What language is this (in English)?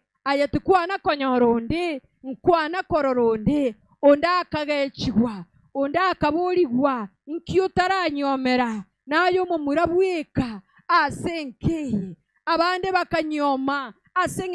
Gusii